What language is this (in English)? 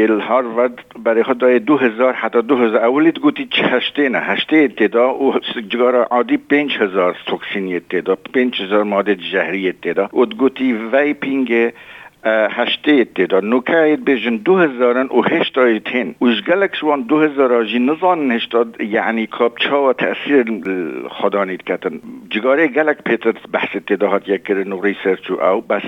Kurdish